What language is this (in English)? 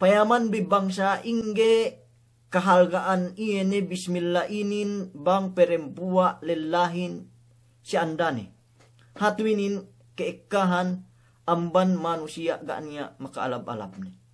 Yakan